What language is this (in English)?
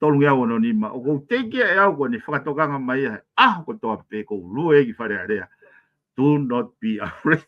Tongan